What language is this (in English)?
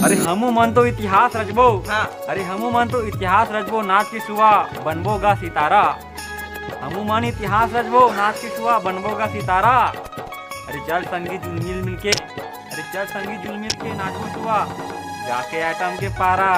Chhattisgarhi